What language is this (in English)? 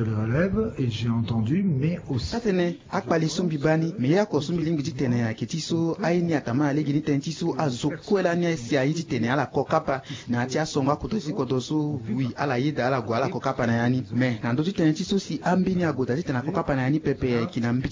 Sango